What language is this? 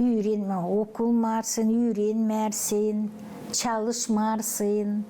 Gagauz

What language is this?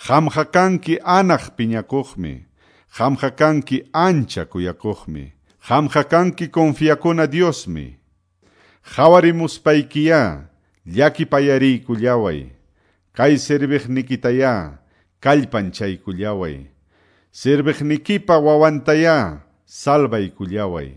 Quechua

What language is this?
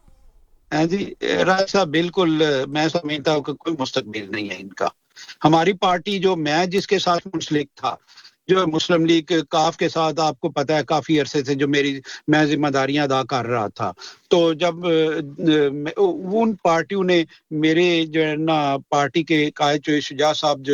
Urdu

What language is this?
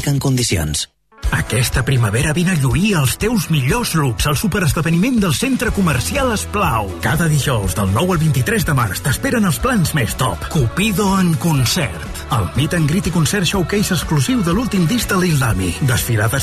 Catalan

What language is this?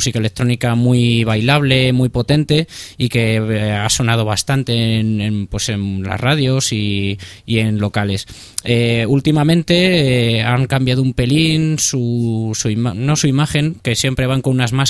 Spanish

